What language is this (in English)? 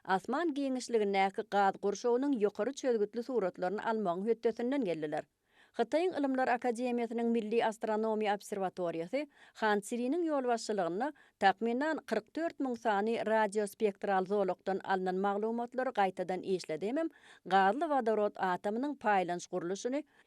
Turkmen